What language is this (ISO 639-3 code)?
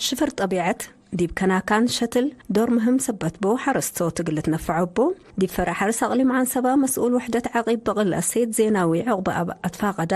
tig